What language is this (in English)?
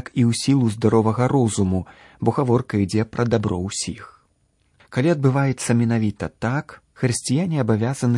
Belarusian